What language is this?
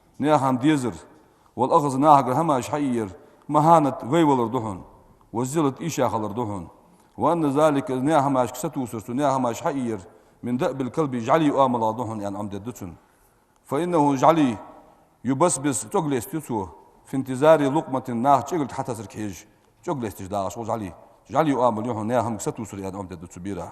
Ingush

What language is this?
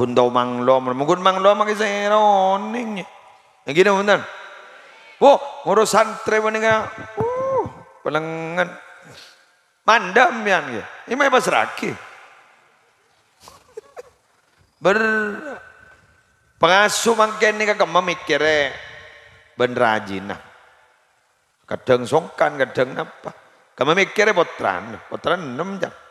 Madurese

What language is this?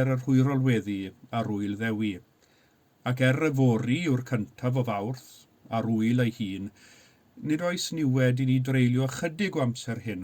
Welsh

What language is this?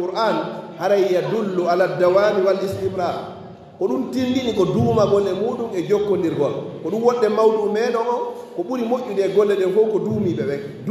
Fula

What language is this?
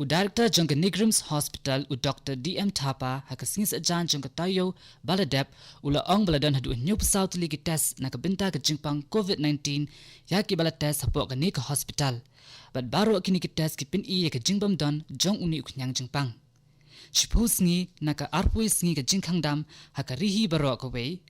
Khasi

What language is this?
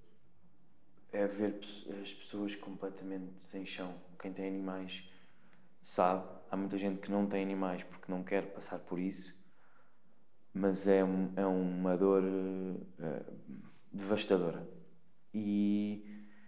Portuguese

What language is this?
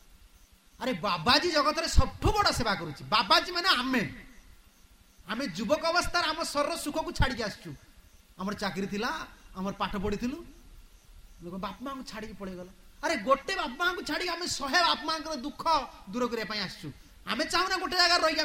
Odia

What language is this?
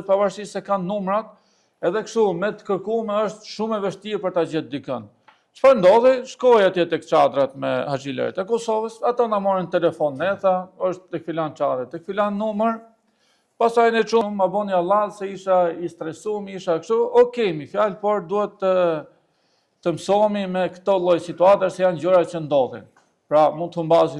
Albanian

